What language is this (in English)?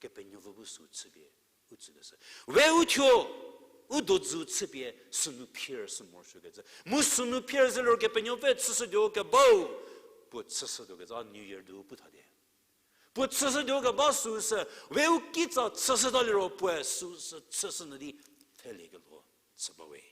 Angami Naga